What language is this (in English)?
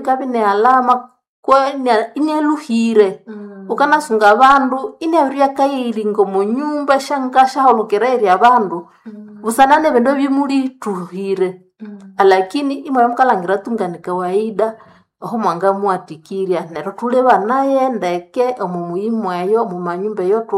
Nande